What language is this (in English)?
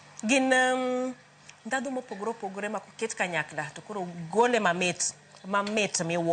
Luo (Kenya and Tanzania)